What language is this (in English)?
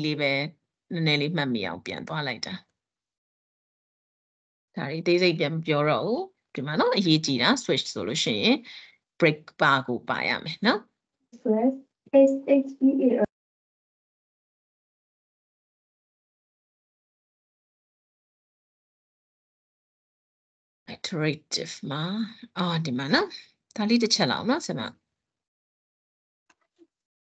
Burmese